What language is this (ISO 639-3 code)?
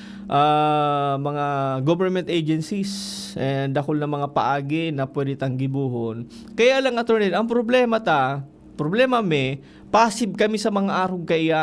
bik